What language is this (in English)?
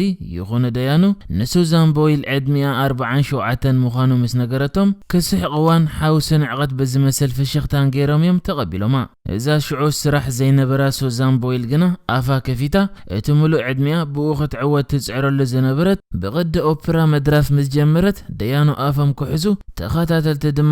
Tigrinya